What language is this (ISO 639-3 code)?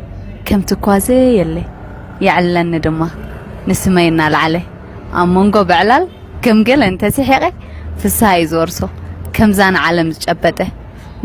tir